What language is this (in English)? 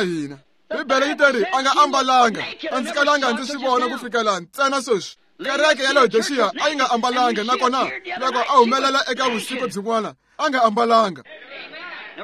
Tsonga